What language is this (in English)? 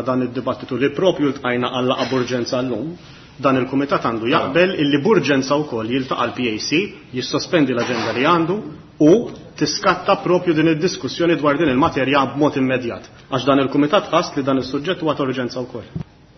Maltese